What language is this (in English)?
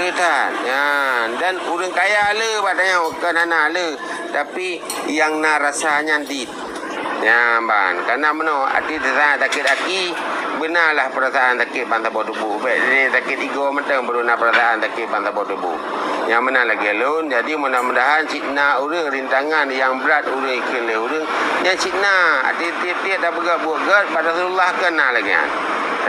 Achinese